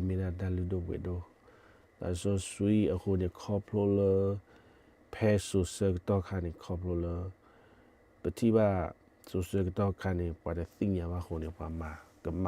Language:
S'gaw Karen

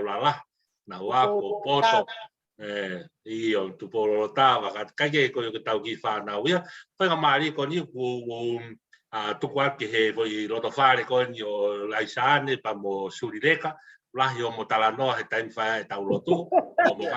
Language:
Tongan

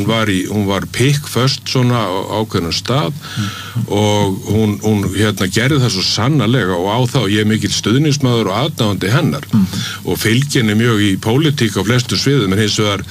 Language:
Icelandic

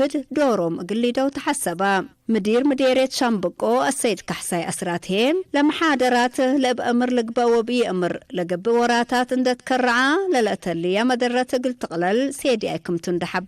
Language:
Tigre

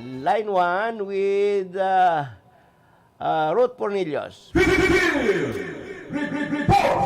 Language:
Bikol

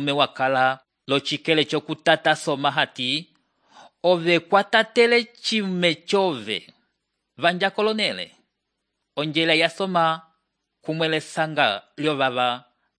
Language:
Umbundu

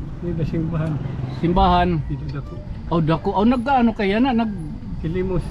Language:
Waray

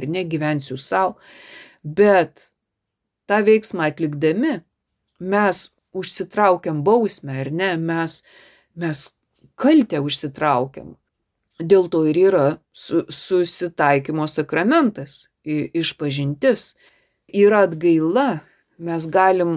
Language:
Lithuanian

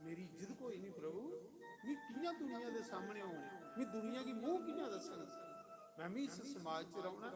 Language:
Dogri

